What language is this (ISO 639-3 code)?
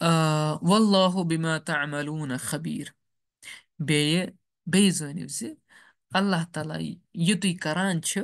kas